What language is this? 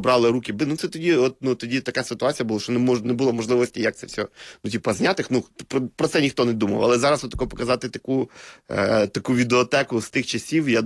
Ukrainian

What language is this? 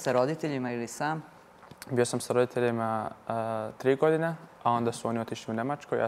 Serbian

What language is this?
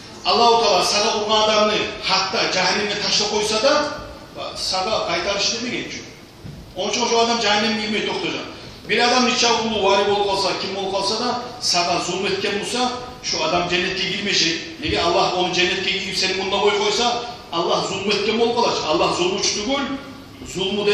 Kumyk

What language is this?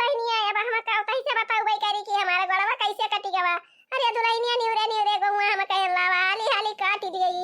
Awadhi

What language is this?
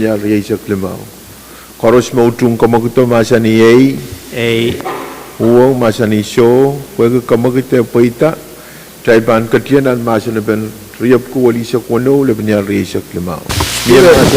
Pohnpeian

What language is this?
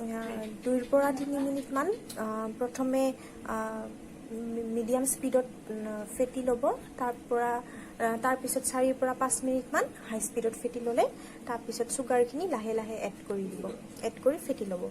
Assamese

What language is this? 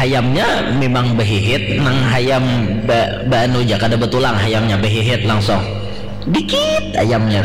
Banjar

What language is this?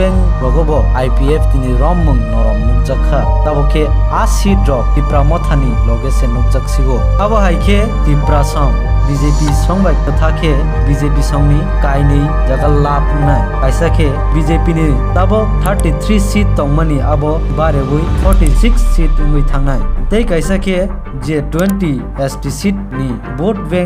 Kok Borok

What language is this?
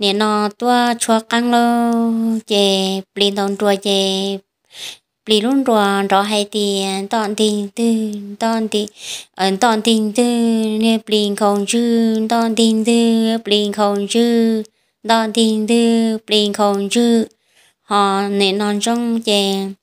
Hmong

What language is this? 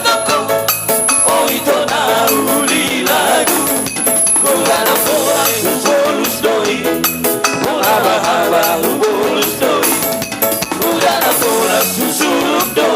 Batak Toba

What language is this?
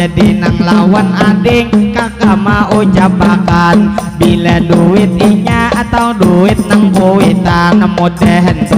Banjar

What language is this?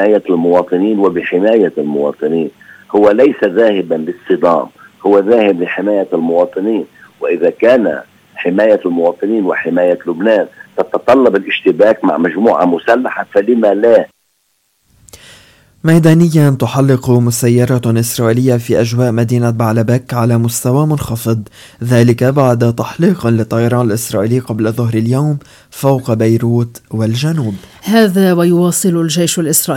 Arabic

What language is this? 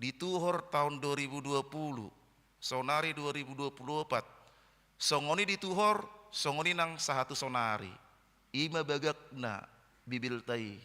Batak Toba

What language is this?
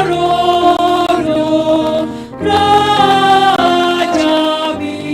Batak Simalungun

